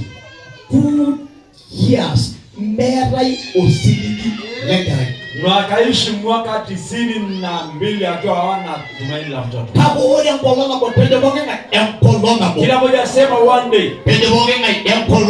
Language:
Masai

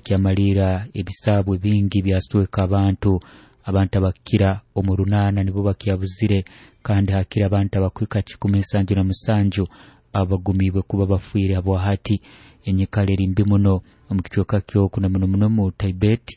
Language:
Nyoro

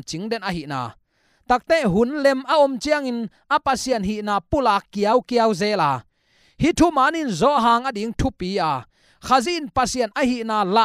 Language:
Tedim Chin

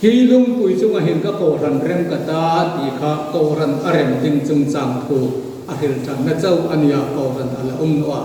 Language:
Hmar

